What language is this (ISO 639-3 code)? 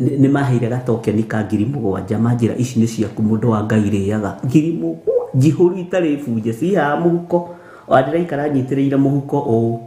kik